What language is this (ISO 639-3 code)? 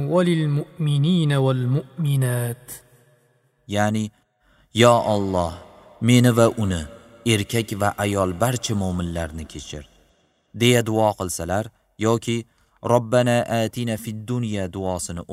uzb